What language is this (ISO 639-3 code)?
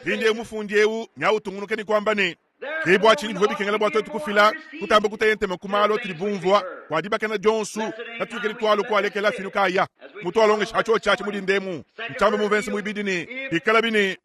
lua